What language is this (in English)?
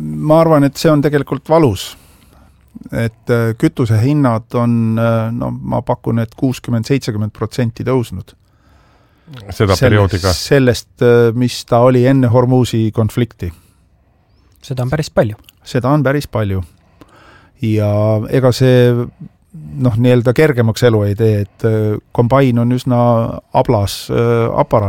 Estonian